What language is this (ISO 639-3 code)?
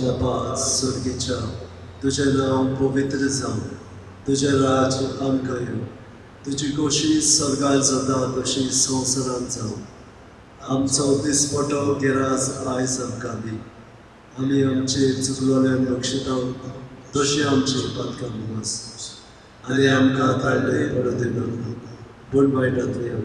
kok